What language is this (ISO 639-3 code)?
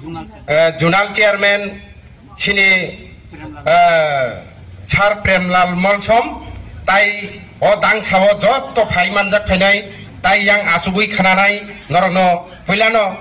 ria